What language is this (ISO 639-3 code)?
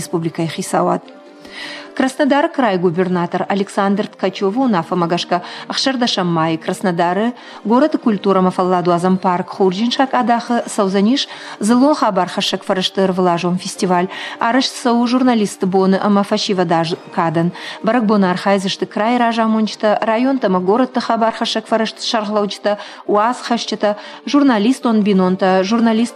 oss